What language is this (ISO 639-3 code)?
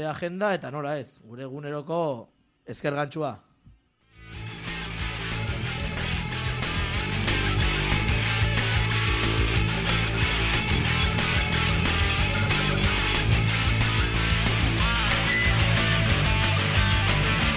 eus